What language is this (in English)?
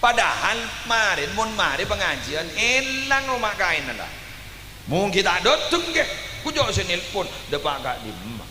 Madurese